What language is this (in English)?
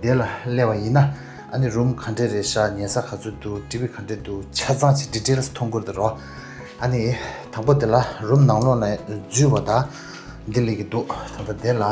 Tibetan